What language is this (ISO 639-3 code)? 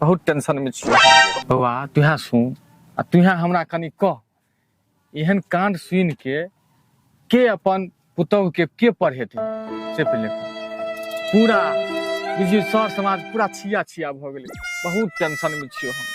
mai